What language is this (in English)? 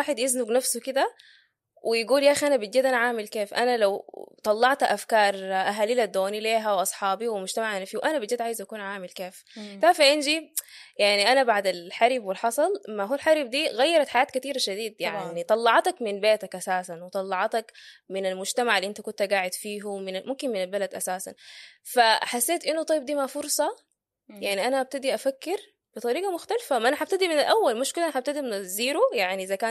Sudanese Arabic